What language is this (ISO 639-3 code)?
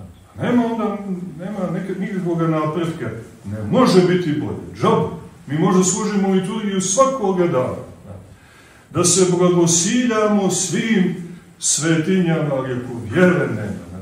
srp